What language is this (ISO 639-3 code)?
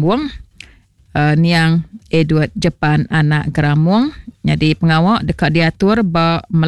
iba